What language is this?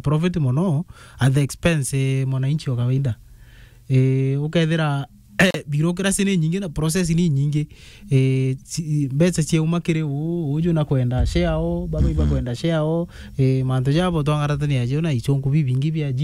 Meru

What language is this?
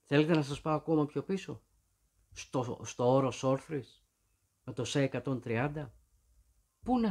Greek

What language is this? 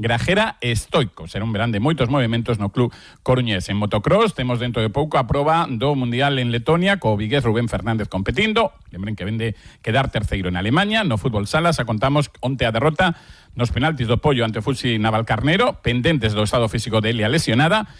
Galician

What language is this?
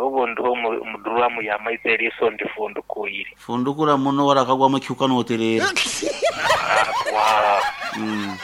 Nyankole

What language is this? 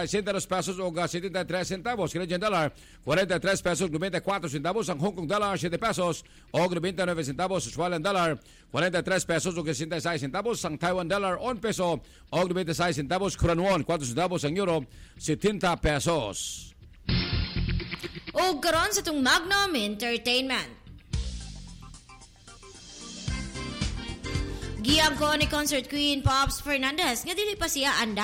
Cebuano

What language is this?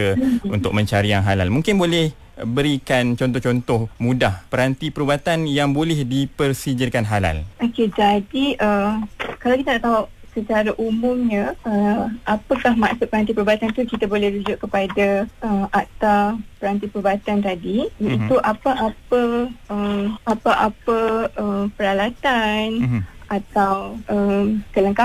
Malay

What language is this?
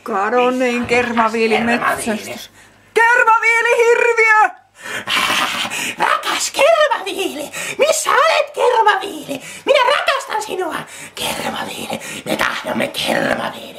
Finnish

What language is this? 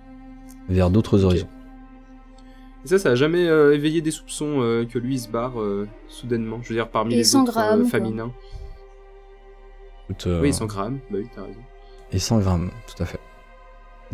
French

